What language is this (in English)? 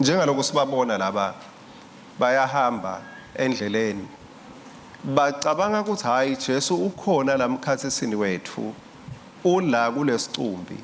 Swati